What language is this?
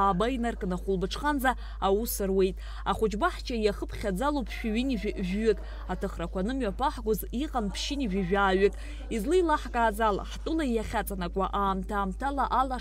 Abkhazian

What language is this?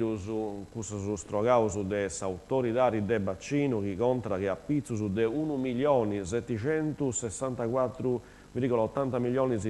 Sardinian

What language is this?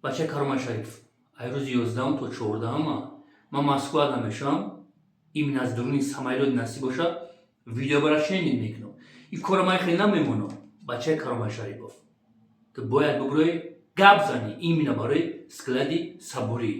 Tajik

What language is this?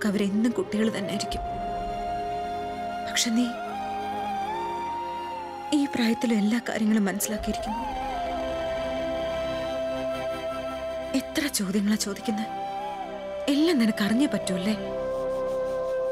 Malayalam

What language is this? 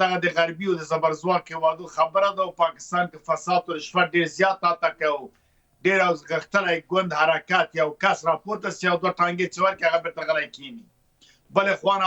Pashto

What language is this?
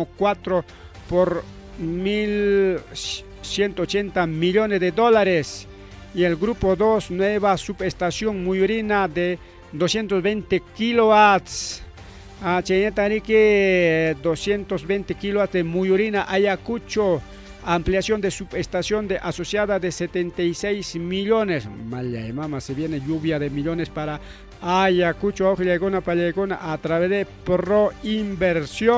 Ayacucho Quechua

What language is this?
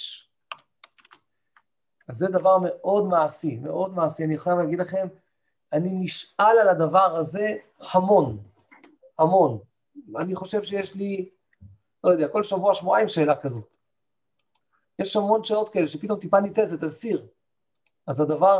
Hebrew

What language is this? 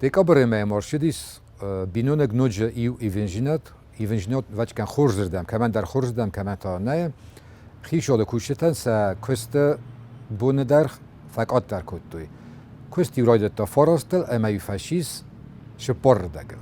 Ossetic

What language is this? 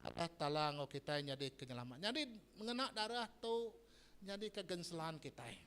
Iban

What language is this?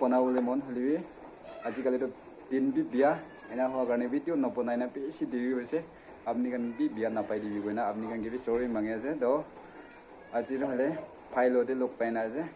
Naga Pidgin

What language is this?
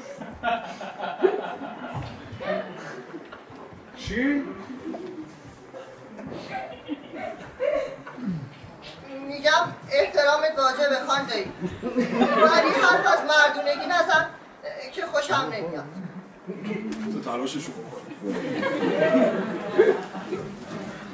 Persian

